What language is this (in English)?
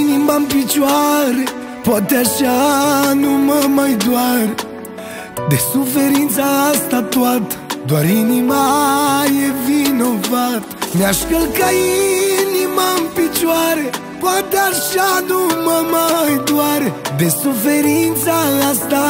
Romanian